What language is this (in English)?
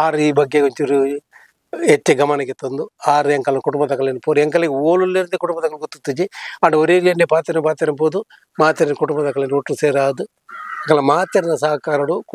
Tulu